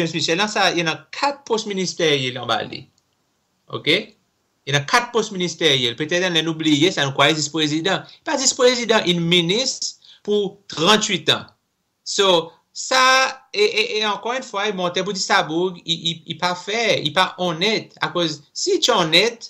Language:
Seselwa Creole French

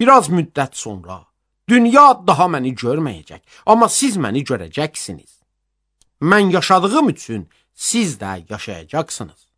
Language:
Azerbaijani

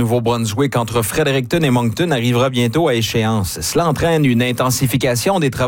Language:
French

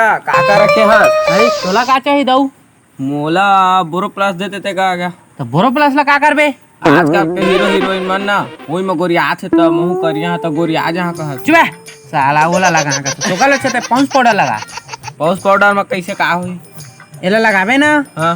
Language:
Chhattisgarhi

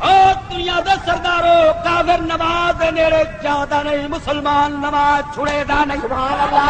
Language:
Saraiki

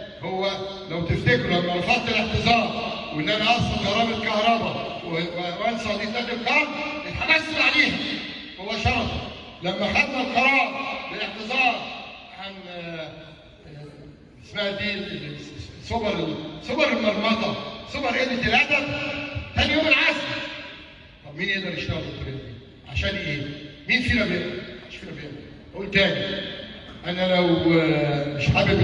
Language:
Egyptian Arabic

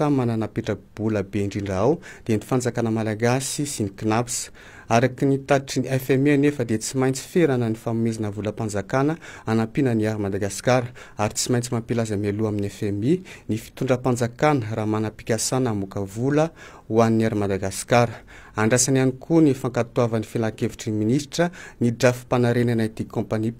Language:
Malagasy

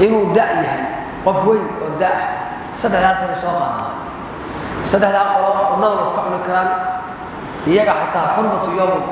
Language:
Somali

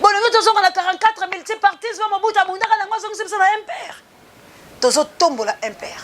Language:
Lingala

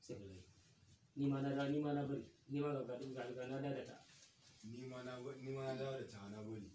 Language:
Hausa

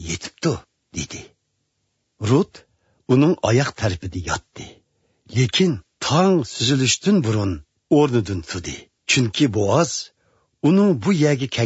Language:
Uyghur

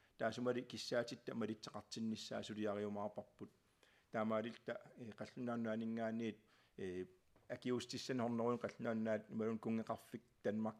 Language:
Kalaallisut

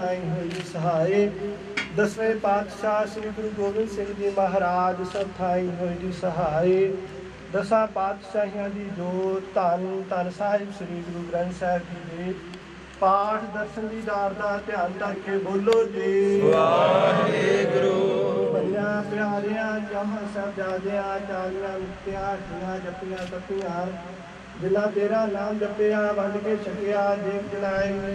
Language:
Punjabi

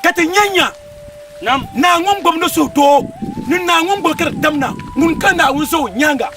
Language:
Dagbani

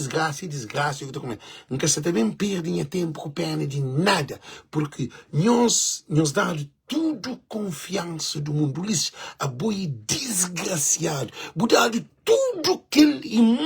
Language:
Kabuverdianu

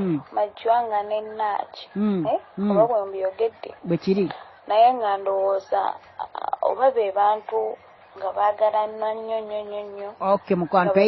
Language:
Ganda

